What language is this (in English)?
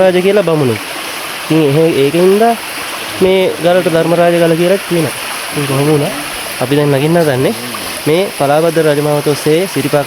Sinhala